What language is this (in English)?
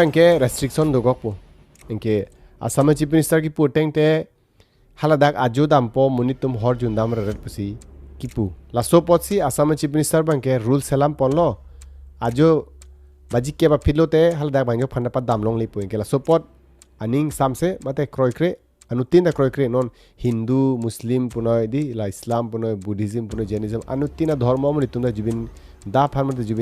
Karbi